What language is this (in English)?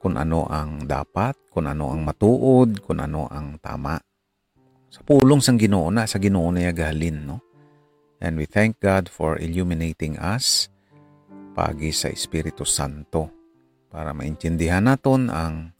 Hiligaynon